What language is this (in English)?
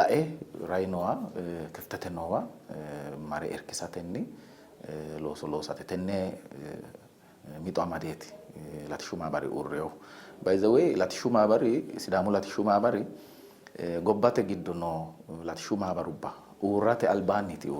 Sidamo